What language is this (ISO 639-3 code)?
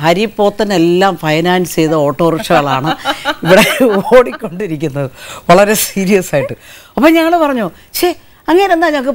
mal